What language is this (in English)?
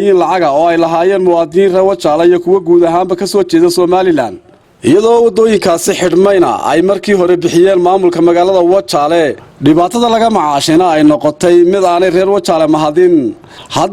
Somali